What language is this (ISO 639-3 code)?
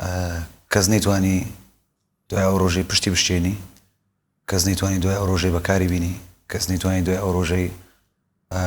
ckb